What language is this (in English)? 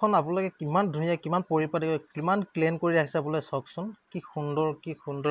Assamese